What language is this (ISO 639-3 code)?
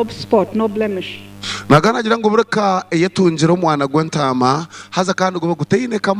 nyn